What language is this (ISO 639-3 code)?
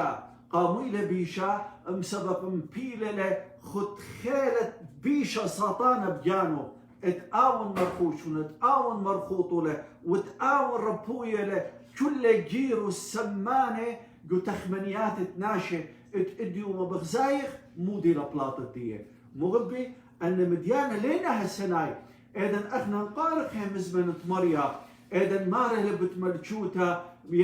aii